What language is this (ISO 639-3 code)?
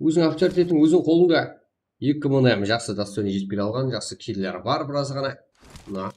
kaa